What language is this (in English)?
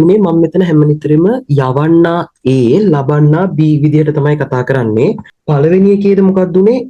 Sinhala